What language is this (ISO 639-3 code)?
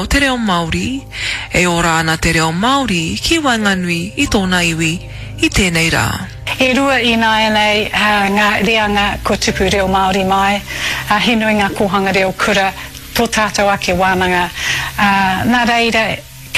mri